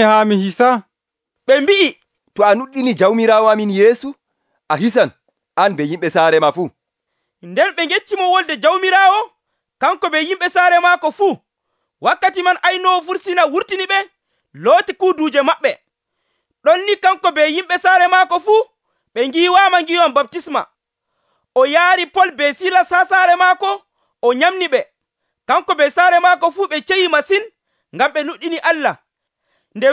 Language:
Nigerian Fulfulde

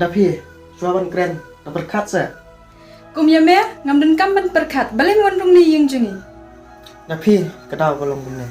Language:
Khasi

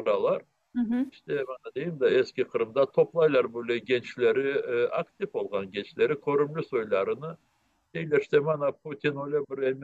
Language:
Crimean Tatar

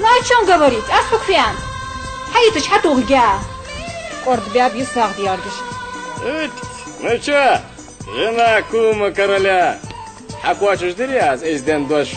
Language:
Ingush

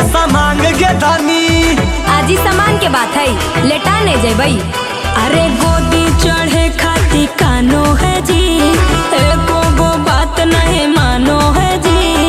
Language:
Magahi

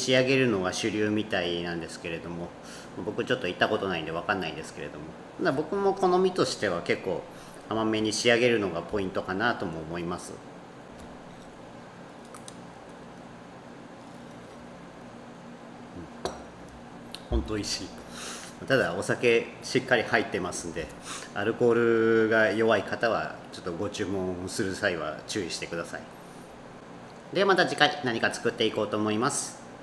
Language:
Japanese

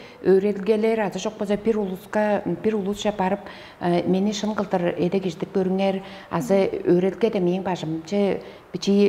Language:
Tuvinian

